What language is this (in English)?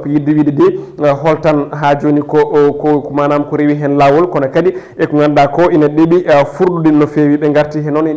Fula